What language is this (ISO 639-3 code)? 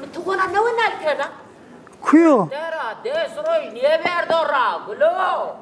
zza